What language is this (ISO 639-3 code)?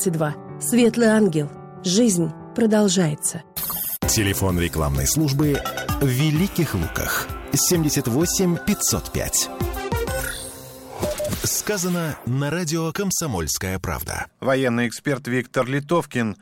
rus